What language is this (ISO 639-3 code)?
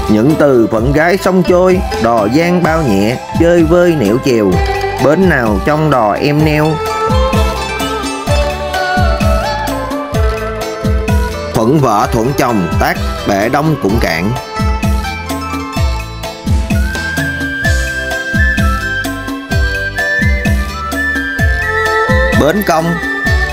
vie